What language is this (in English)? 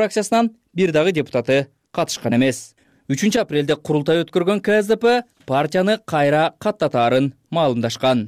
Kyrgyz